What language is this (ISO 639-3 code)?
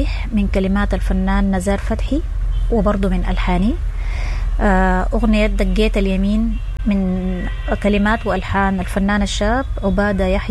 apd